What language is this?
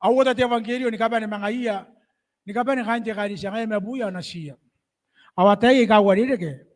Gilbertese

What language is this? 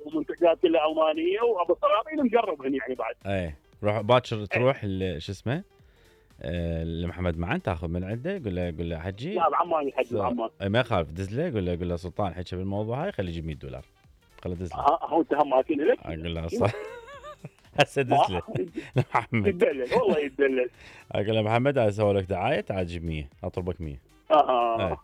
Mesopotamian Arabic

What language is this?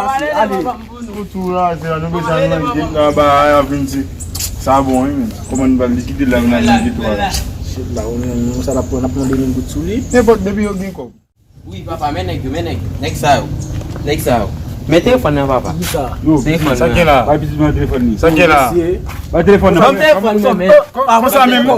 Haitian Creole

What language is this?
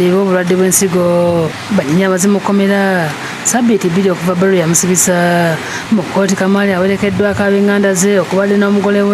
Ganda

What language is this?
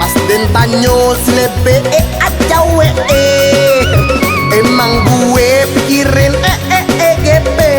Minangkabau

